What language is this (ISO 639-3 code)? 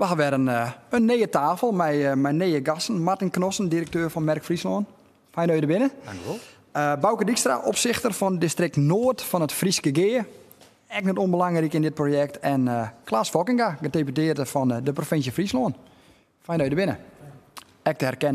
fry